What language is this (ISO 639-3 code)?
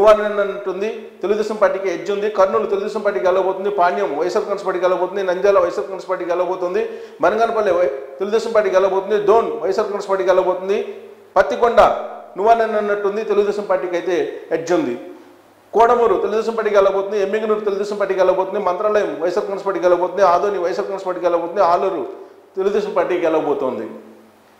tel